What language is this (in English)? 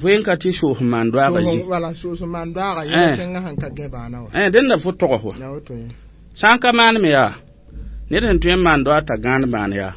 Mossi